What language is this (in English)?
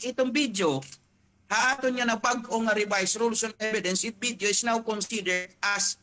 Waray